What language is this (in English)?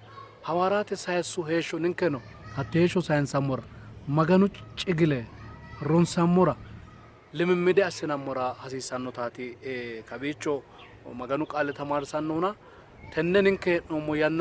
Sidamo